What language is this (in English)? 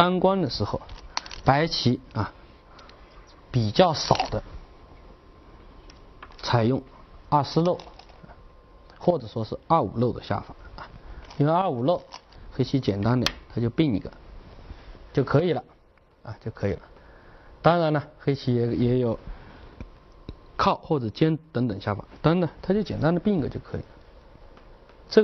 Chinese